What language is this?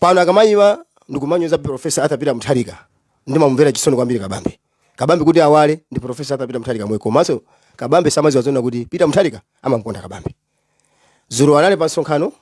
Nyanja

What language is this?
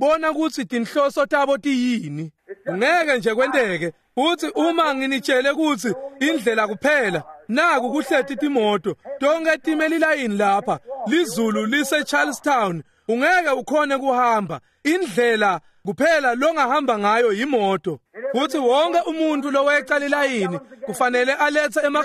Swati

